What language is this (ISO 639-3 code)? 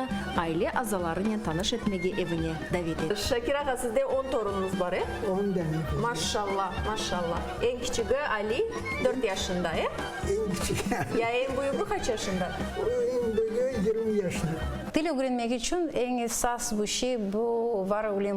crh